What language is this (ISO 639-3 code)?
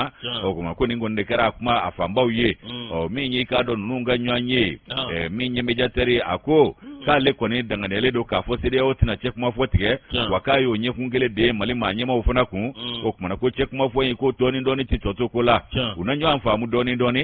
bam